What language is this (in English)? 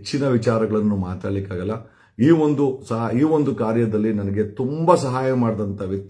Kannada